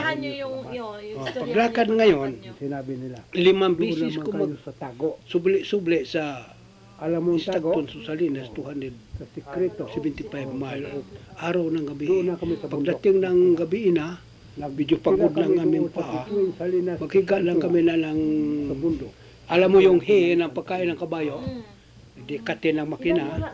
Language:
Filipino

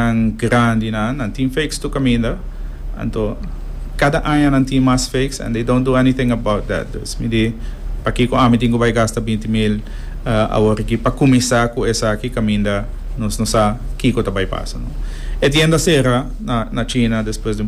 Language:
Papiamento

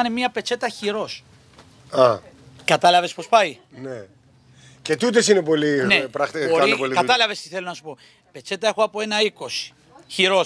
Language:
Greek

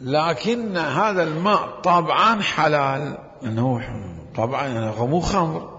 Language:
Mesopotamian Arabic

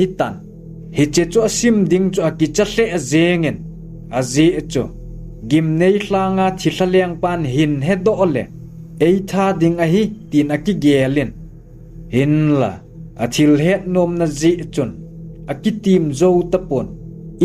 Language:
Thado Chin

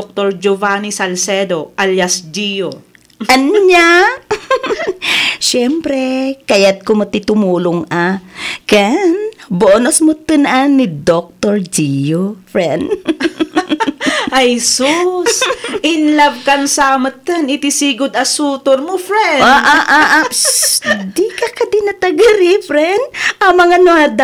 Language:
Iloko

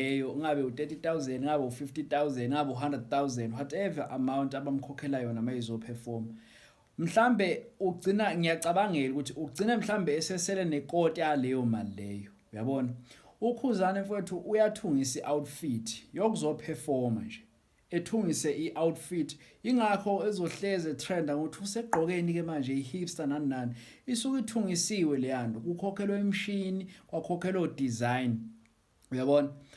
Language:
Zulu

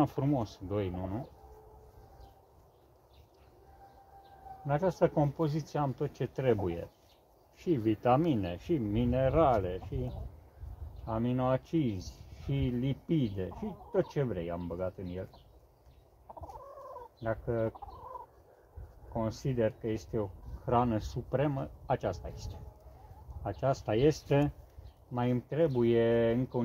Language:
Romanian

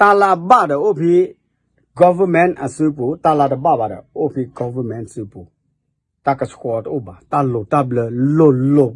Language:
S'gaw Karen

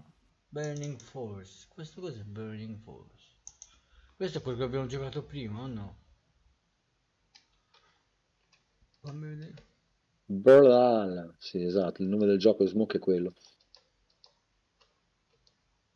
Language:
Italian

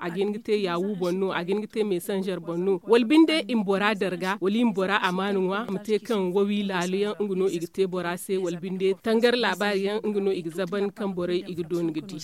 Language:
Zarma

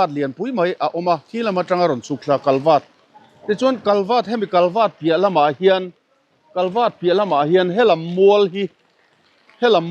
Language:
Mizo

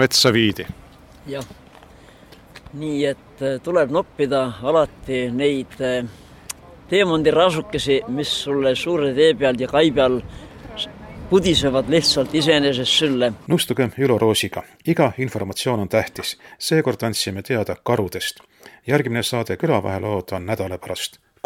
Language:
Estonian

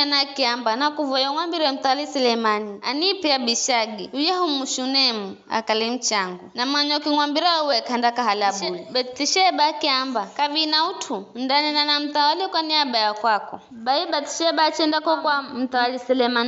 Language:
Giryama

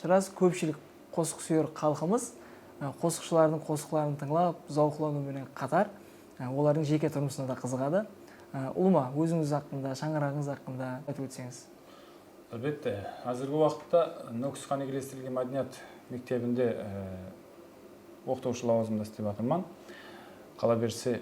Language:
Kara-Kalpak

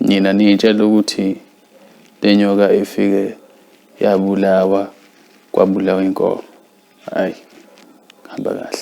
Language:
Zulu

